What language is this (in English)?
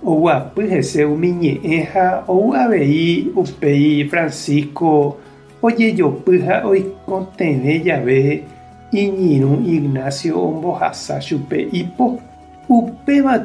Guarani